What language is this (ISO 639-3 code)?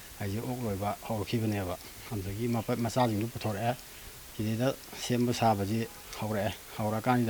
mni